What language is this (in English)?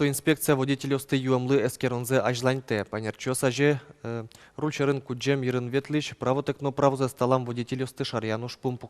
Udmurt